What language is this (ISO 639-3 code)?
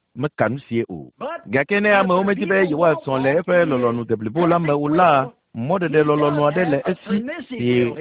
ewe